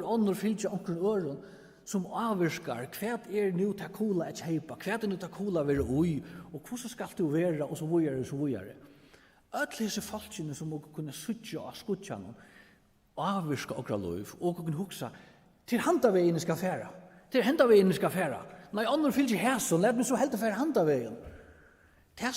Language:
Faroese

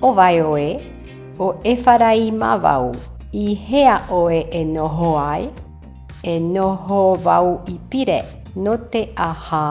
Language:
Tahitian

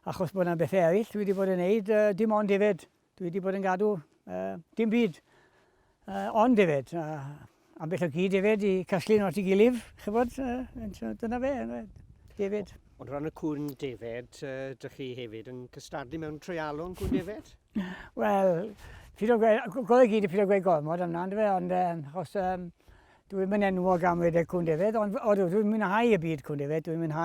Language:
Welsh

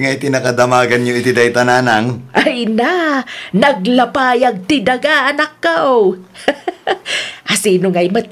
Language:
Iloko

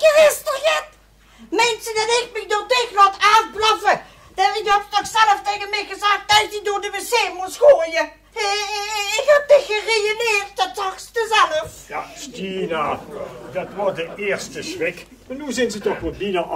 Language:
Limburgish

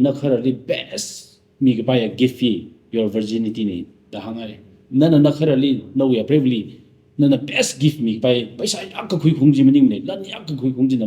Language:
Tangkhul Naga (India)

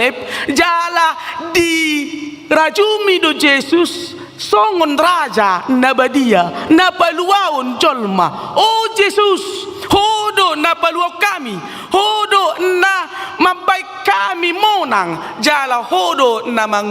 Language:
Batak Toba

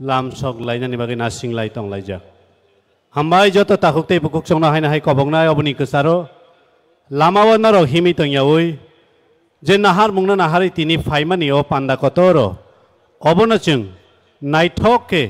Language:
Kok Borok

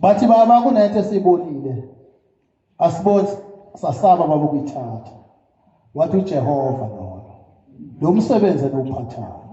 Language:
Zulu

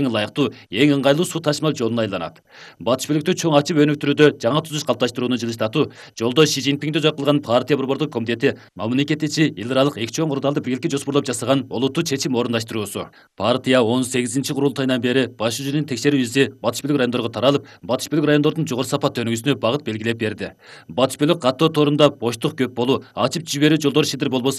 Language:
Kyrgyz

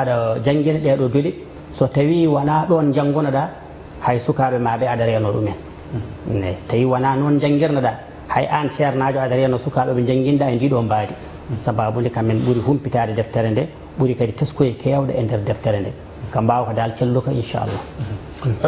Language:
Fula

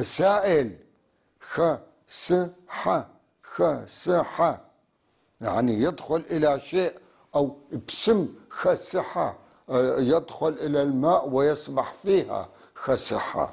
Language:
North Levantine Arabic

